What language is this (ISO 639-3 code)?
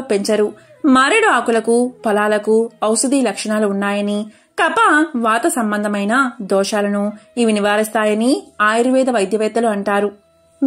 tel